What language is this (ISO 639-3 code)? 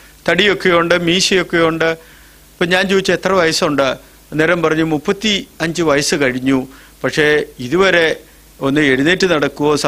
mal